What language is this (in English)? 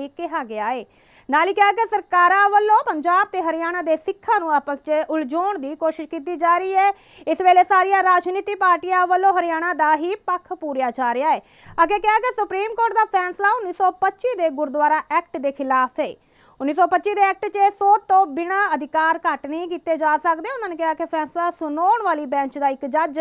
Punjabi